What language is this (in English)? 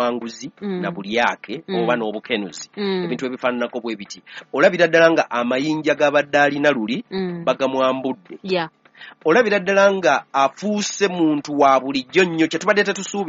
Ganda